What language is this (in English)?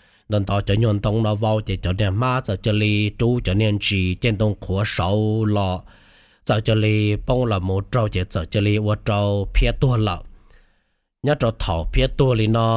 Hmong